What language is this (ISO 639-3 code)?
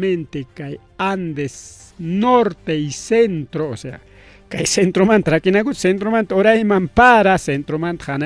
quy